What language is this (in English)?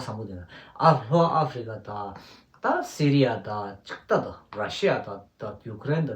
Tibetan